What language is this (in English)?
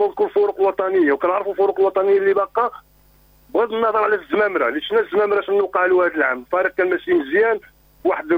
Moroccan Arabic